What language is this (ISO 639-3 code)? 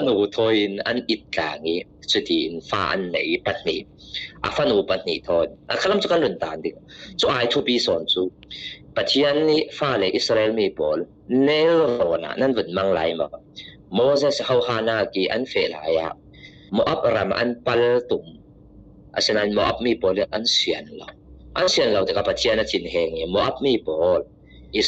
cfm